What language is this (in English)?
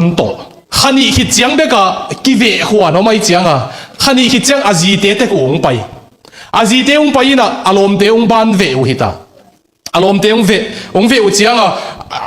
Tedim Chin